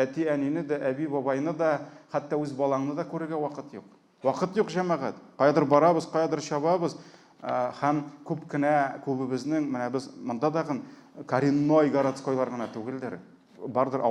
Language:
Tatar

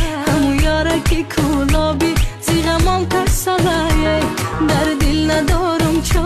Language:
Tajik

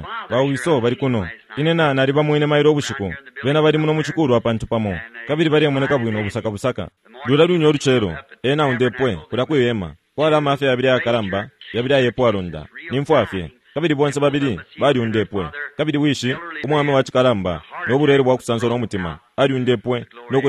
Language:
Bemba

